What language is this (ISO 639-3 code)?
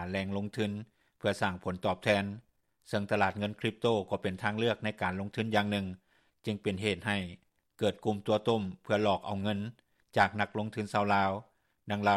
lao